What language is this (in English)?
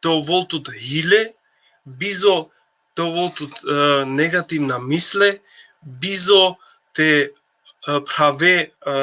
Balkan Romani